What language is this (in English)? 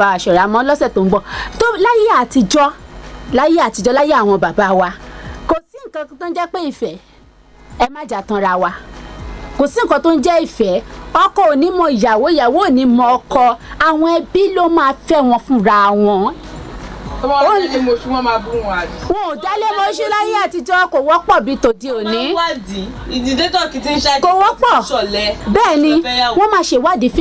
Yoruba